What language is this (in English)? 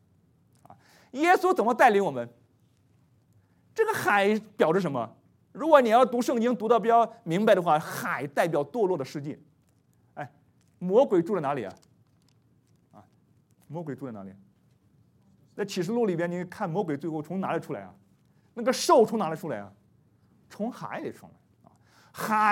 Chinese